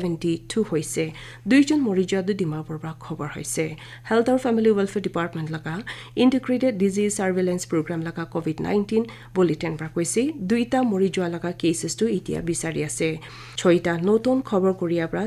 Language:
Naga Pidgin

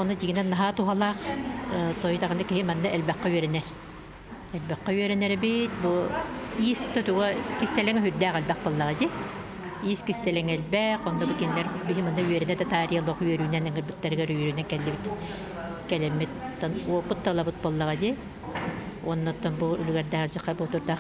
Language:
Yakut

